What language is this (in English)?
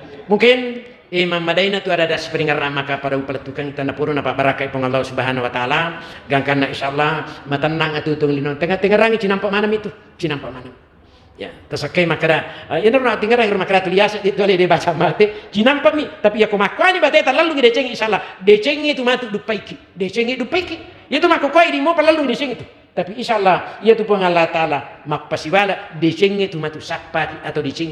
Buginese